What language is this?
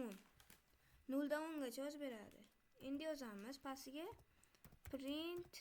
Uzbek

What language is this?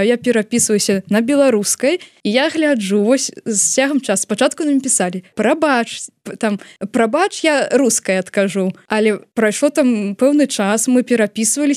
Belarusian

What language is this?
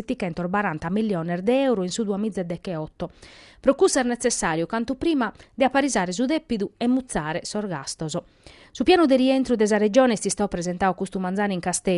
Sardinian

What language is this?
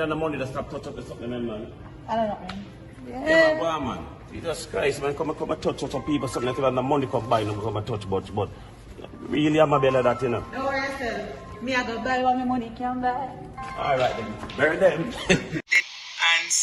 Jamaican Creole English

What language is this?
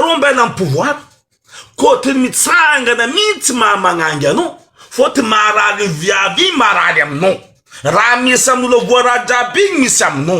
Malagasy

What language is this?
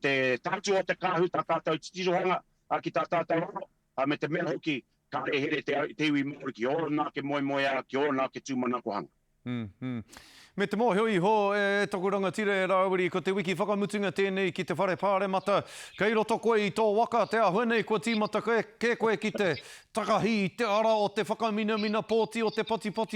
Māori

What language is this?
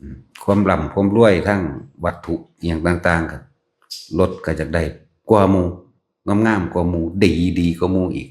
Northeastern Thai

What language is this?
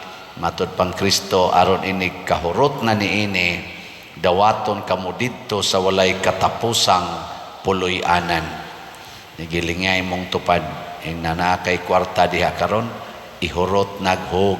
Cebuano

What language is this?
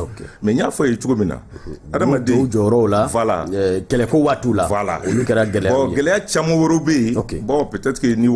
Bambara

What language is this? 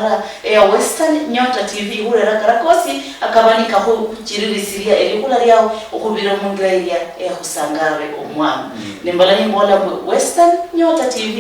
Luyia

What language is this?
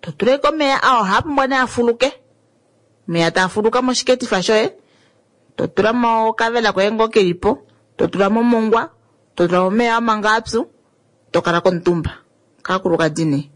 Kuanyama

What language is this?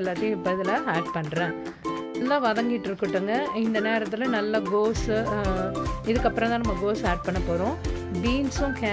Tamil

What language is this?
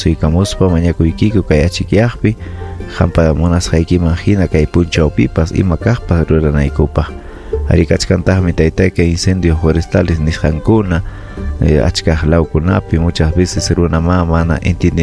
Ayacucho Quechua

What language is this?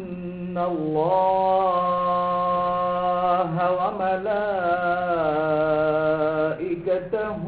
Maranao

